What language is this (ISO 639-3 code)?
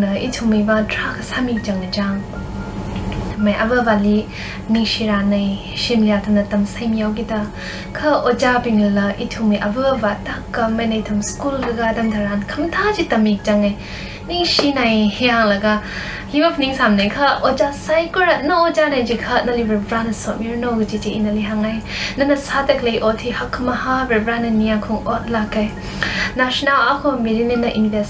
nmf